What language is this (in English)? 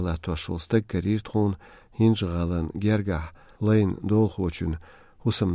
Chechen